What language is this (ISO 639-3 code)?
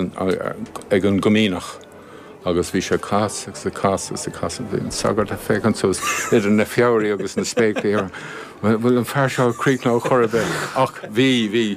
gle